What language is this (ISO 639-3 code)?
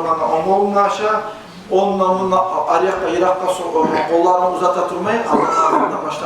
kum